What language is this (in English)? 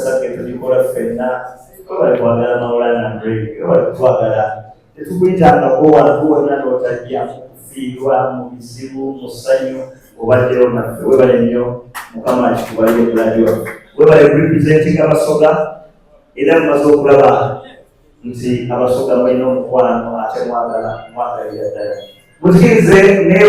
Ganda